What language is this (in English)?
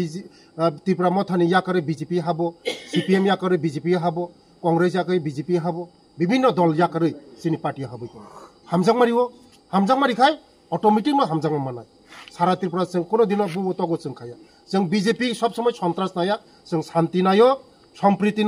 Kok Borok